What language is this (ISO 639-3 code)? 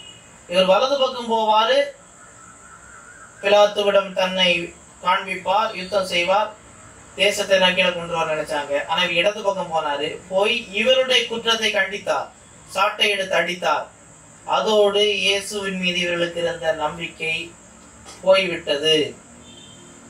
tam